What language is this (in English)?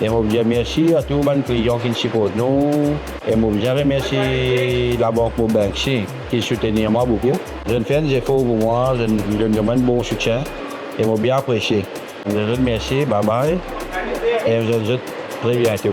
Morisyen